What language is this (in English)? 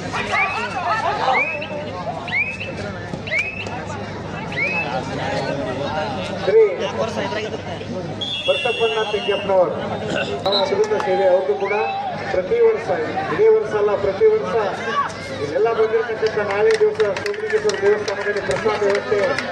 Kannada